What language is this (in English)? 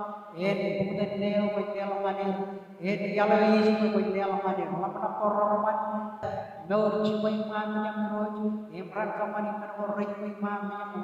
Marshallese